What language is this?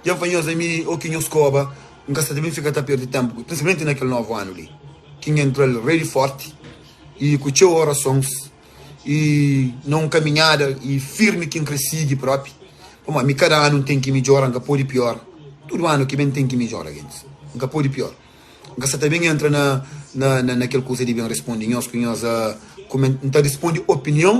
Kabuverdianu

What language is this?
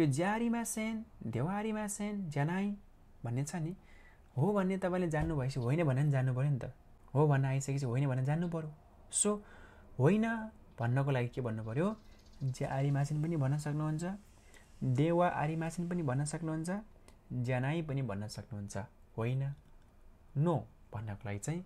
Nepali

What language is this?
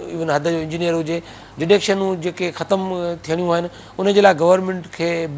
Sindhi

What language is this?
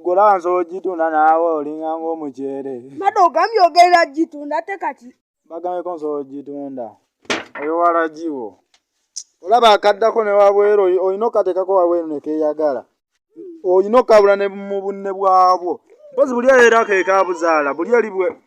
Ganda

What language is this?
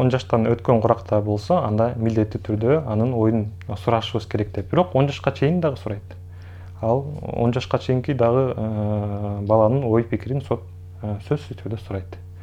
Kyrgyz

